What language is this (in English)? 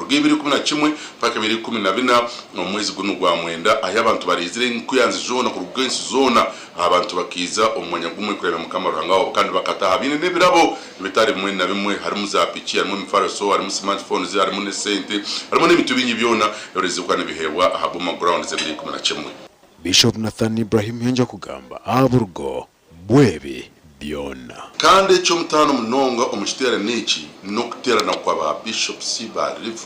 Nyankole